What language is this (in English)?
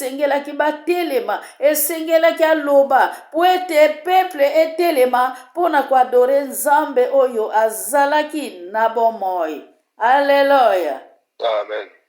Lingala